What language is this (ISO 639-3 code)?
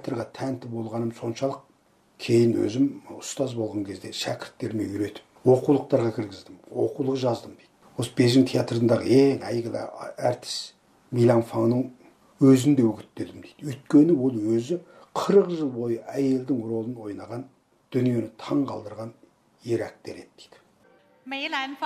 kaz